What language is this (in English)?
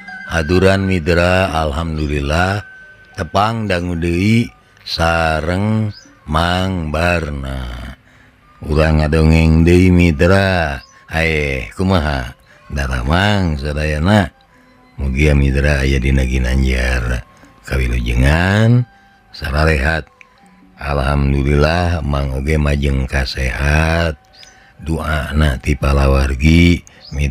Sundanese